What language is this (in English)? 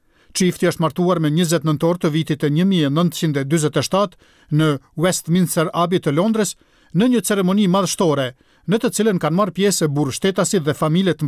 Albanian